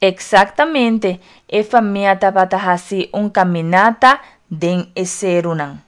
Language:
Papiamento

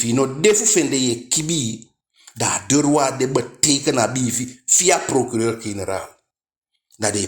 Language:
Eastern Maroon Creole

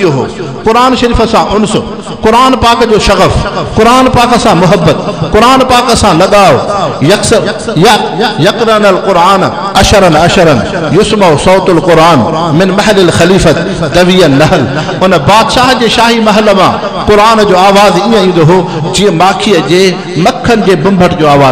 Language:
Sindhi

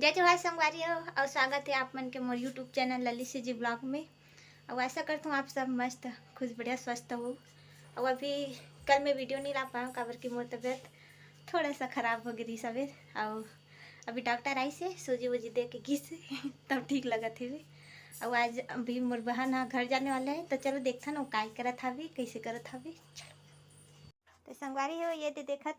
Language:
Chhattisgarhi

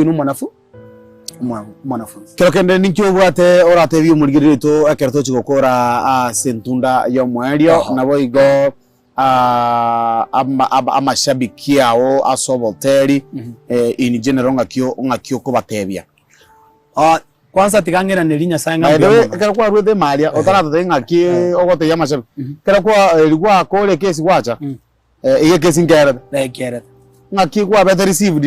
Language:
Gusii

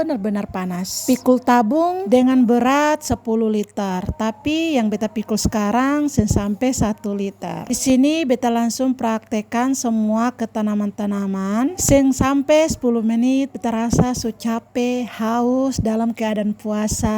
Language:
Ambonese Malay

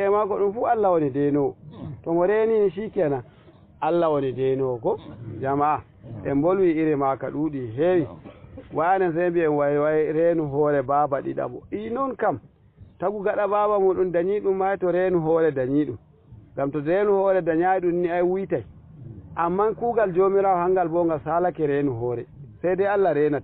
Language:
Fula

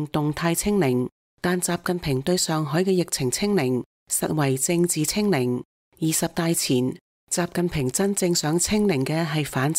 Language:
Cantonese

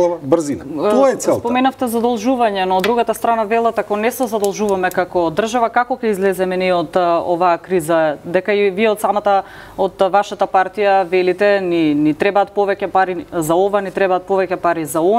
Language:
Macedonian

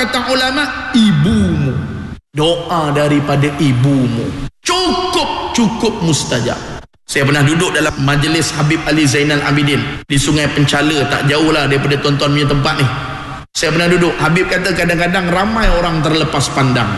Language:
Malay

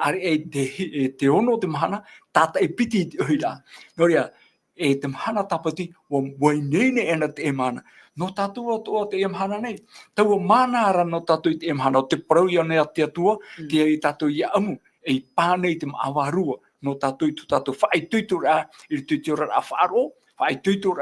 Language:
Tahitian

